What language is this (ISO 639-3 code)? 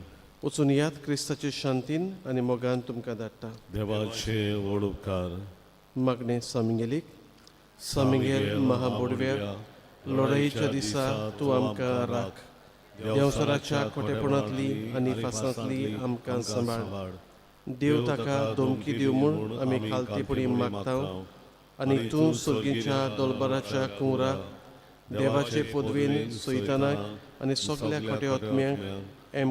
kok